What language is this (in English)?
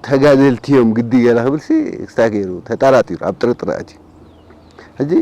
Tigrinya